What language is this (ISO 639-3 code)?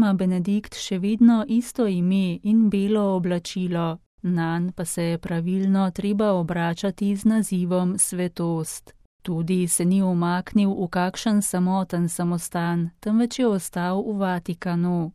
slv